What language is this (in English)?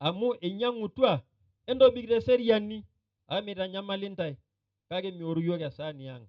Masai